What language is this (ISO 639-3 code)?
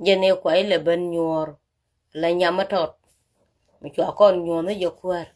nus